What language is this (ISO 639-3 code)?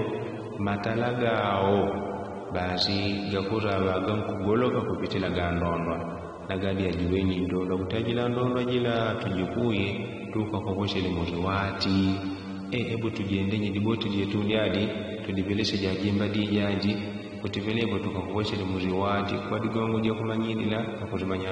yao